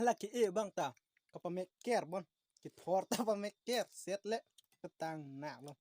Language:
Karbi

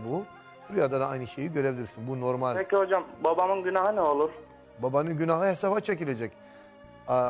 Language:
Turkish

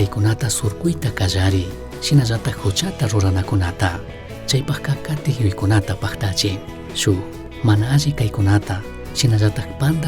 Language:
Chimborazo Highland Quichua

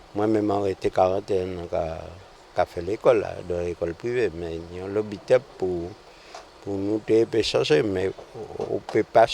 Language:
Guadeloupean Creole French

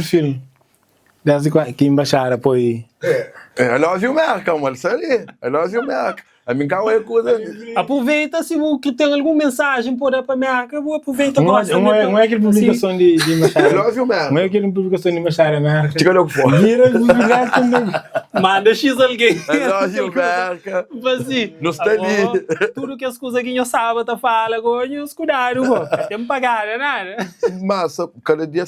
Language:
Kabuverdianu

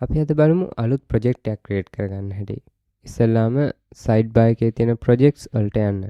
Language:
Sinhala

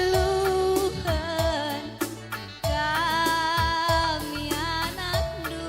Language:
Batak Karo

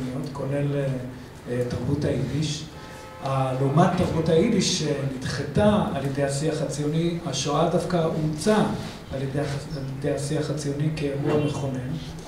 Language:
Hebrew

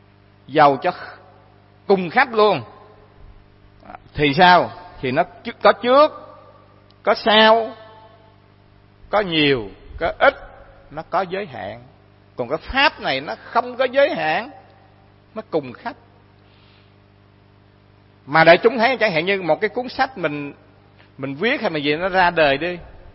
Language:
Vietnamese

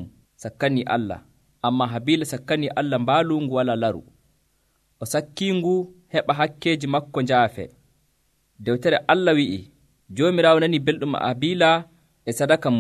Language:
Nigerian Fulfulde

